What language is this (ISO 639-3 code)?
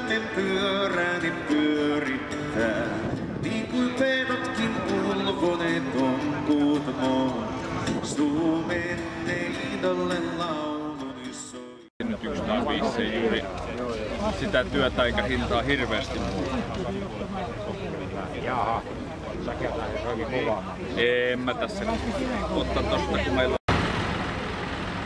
fin